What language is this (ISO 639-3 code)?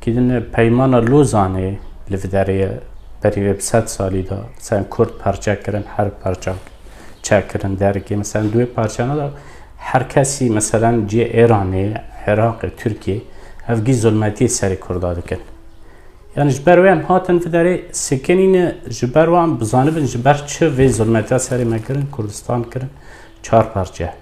kur